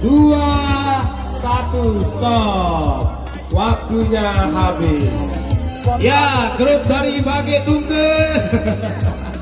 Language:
Sasak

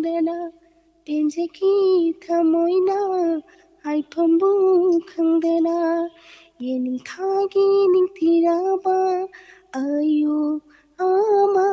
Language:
Manipuri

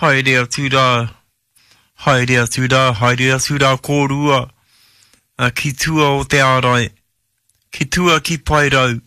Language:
Māori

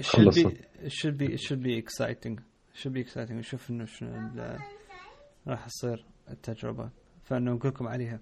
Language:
Mesopotamian Arabic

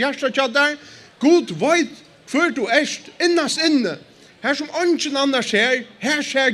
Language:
Faroese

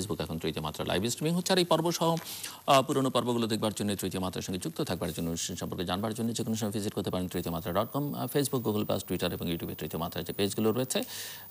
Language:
Bangla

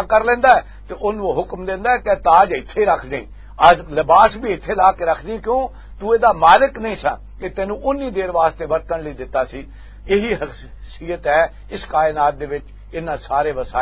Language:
Western Panjabi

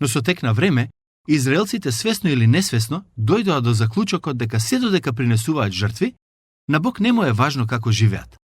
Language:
Macedonian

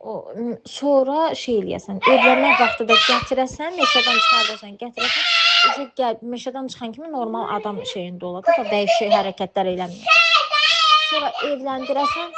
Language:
Azerbaijani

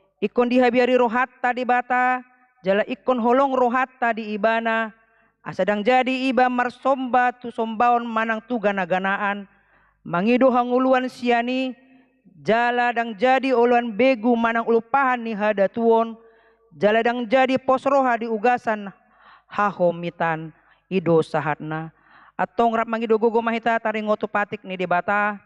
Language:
Batak Toba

